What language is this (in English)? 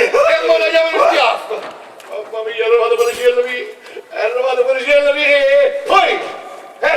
Neapolitan